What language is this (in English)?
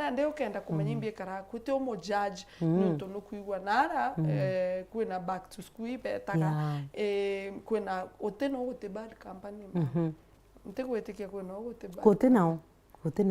Meru